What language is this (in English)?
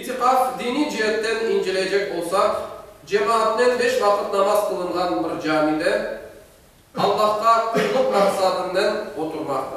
Crimean Tatar